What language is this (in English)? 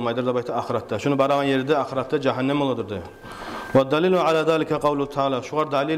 Kumyk